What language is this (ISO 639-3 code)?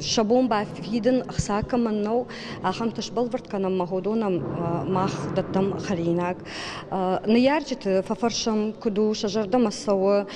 oss